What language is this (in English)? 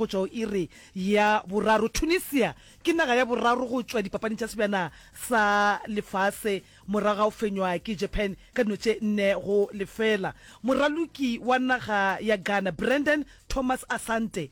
Northern Sotho